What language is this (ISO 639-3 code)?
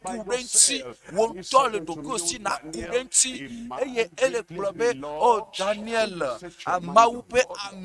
ewe